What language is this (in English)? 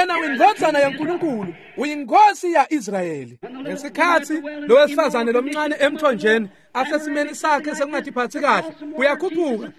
Swati